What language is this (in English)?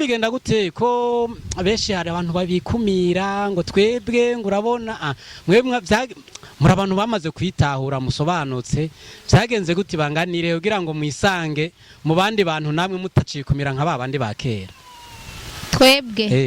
Rundi